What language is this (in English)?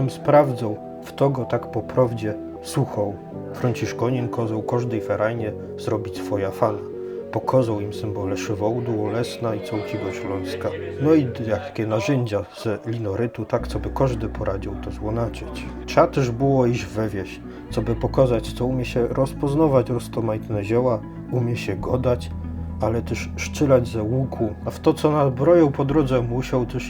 Silesian